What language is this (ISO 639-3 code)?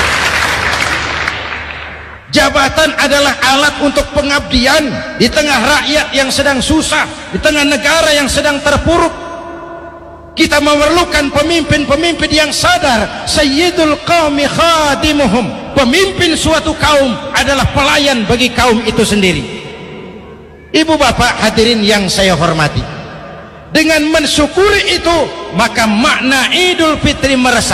ind